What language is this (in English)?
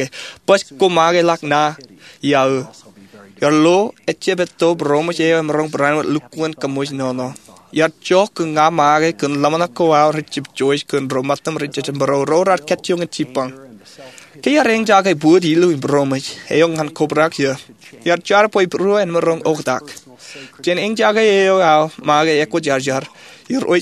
Marshallese